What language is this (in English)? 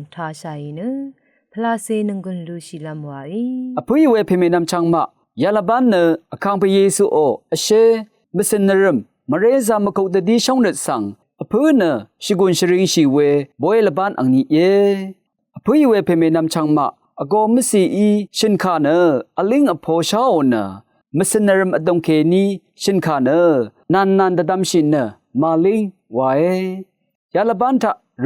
Rawang